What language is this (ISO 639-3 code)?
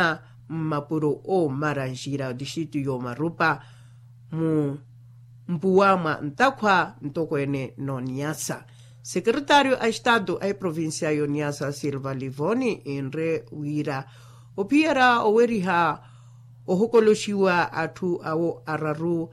vmw